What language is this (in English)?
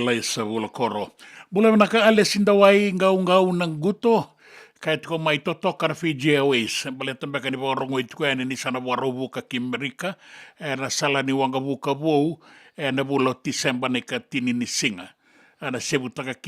Fijian